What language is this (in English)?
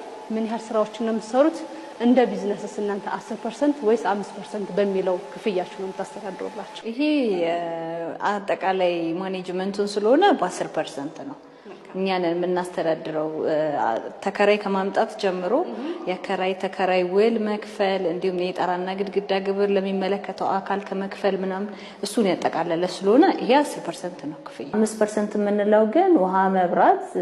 Amharic